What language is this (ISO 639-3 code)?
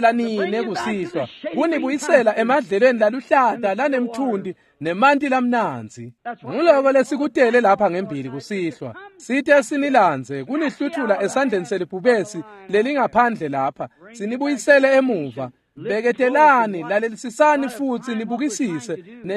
ssw